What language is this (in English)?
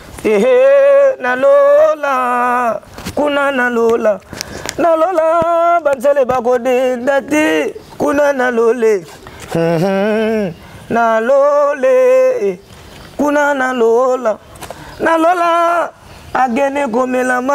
Lingala